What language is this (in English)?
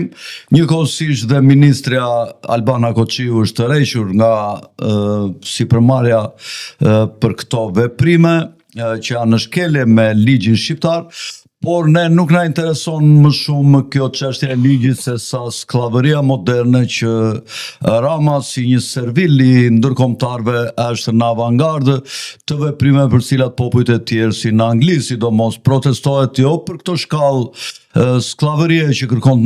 Albanian